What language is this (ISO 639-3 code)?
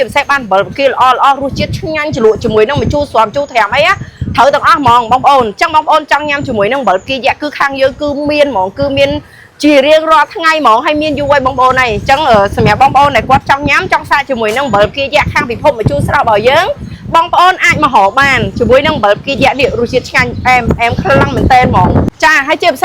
khm